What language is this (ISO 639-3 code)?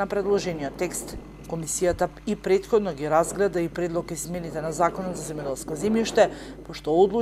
mkd